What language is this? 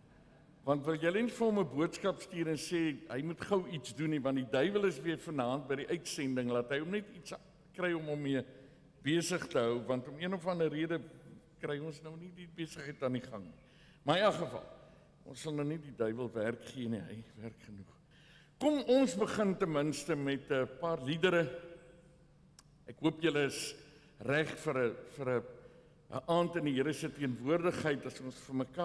Afrikaans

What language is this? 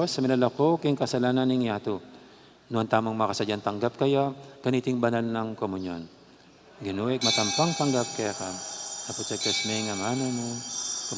Pampanga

